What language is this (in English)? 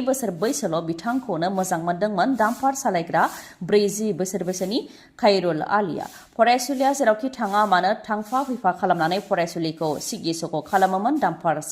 Bodo